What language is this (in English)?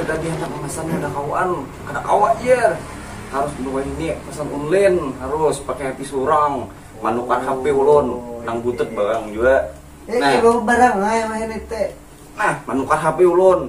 Banjar